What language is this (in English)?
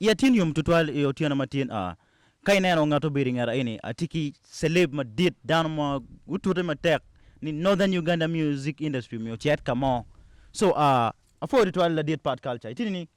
Acoli